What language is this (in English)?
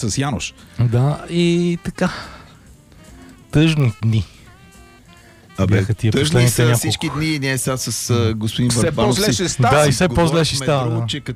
Bulgarian